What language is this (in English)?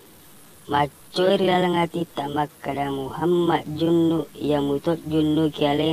Buginese